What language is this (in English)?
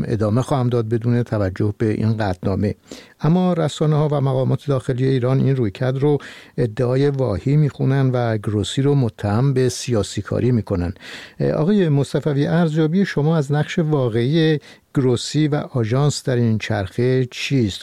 Persian